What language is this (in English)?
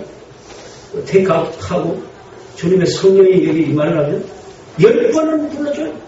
Korean